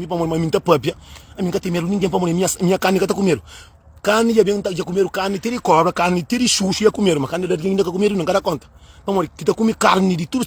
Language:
Kabuverdianu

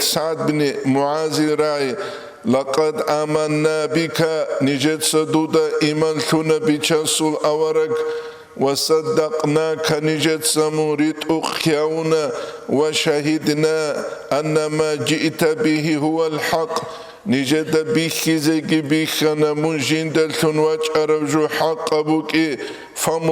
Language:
Avaric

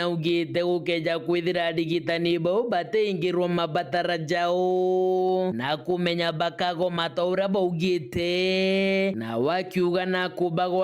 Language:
Meru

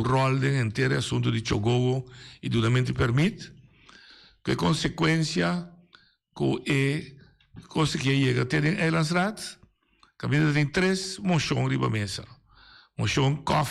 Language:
Papiamento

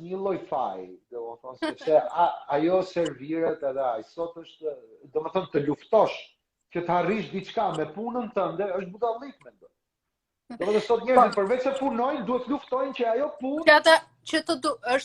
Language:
Albanian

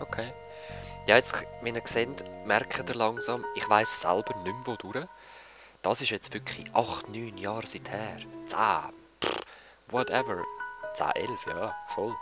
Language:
Swiss German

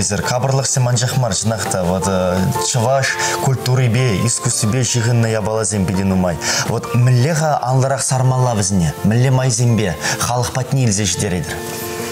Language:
Chuvash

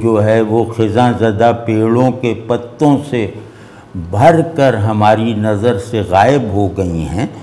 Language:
Urdu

